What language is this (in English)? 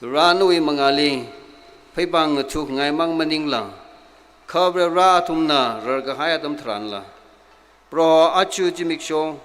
Tangkhul Naga (India)